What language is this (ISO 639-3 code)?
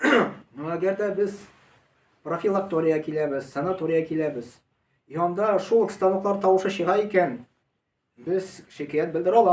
tat